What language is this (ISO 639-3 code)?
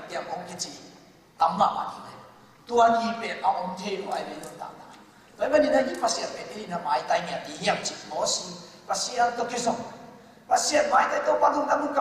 ctd